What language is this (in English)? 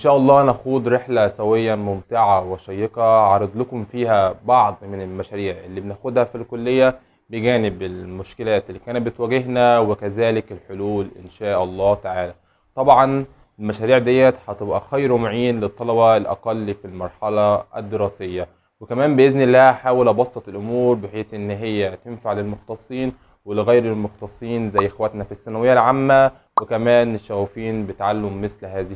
Egyptian Arabic